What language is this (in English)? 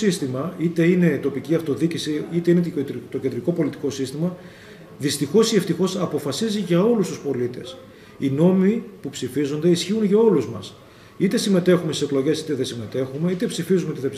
Greek